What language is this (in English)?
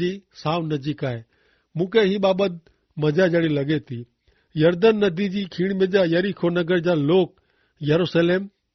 Kachhi